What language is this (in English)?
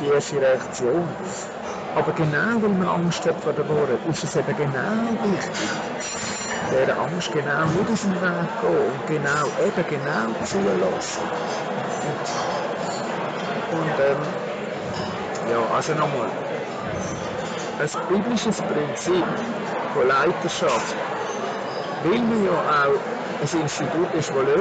German